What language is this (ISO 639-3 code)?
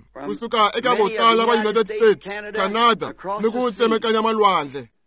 tso